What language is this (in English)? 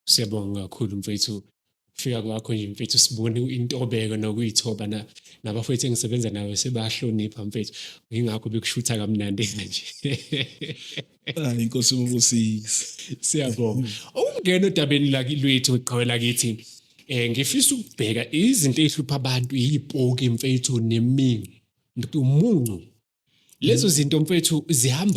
Zulu